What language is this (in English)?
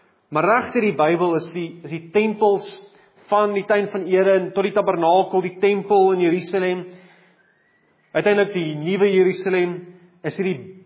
Afrikaans